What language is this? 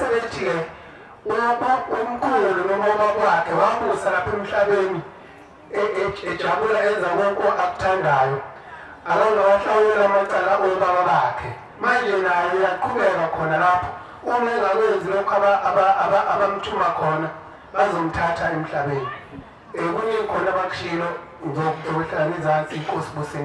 Zulu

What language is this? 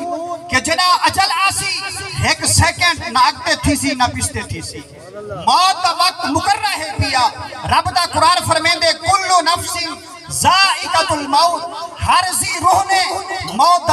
Saraiki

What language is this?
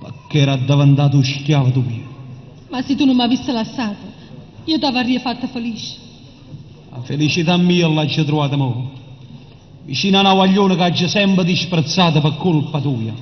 Neapolitan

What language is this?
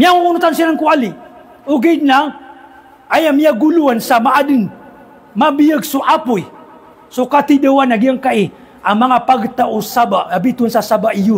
Maranao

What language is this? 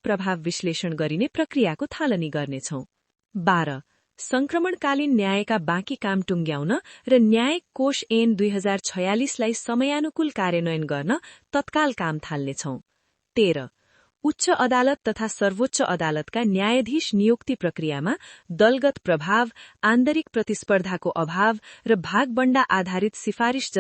Nepali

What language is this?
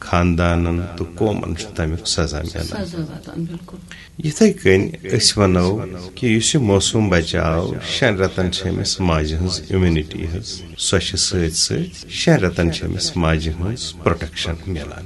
Kashmiri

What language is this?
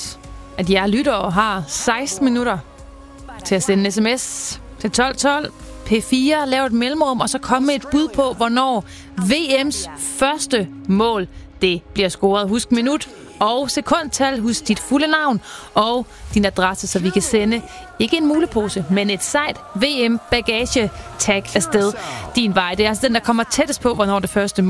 Danish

